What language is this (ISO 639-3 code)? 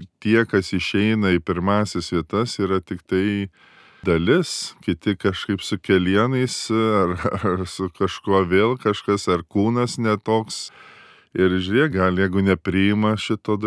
lit